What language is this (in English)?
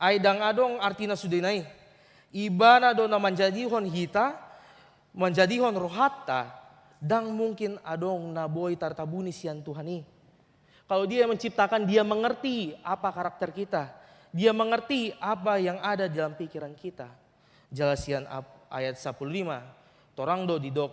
Batak Toba